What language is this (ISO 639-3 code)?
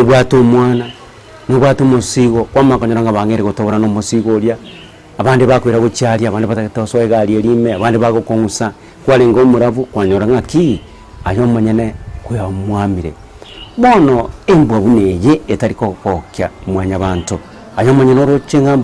guz